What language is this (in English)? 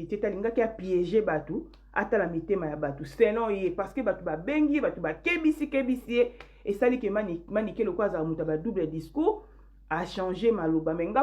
Lingala